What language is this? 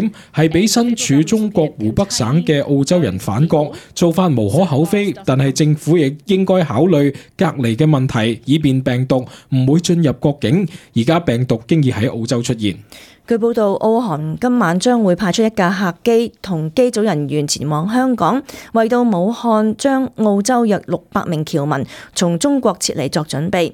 Cantonese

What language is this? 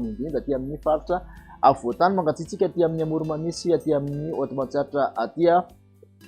Malagasy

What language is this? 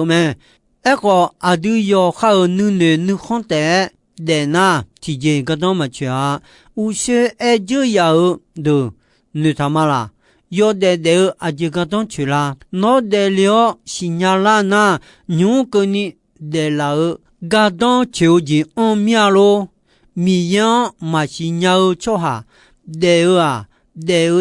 Akha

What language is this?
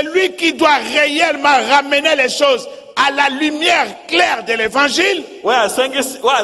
French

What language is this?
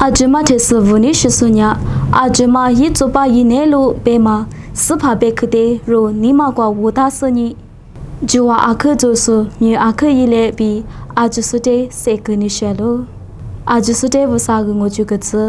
Lisu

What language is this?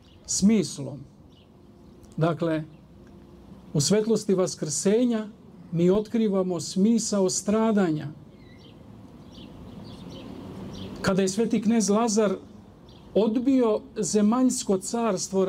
Serbian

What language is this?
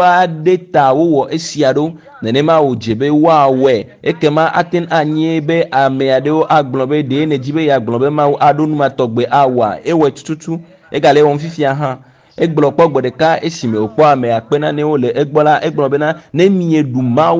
Ewe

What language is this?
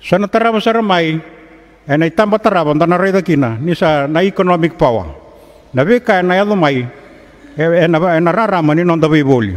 Fijian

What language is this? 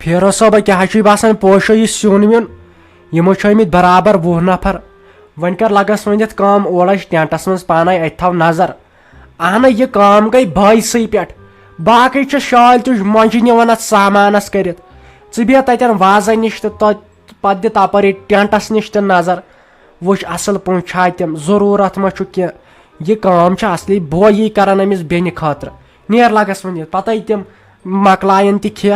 Kashmiri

